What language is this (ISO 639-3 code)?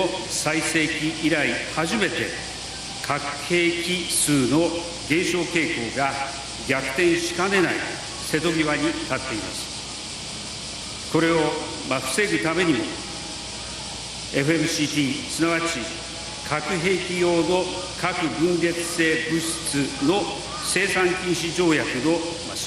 jpn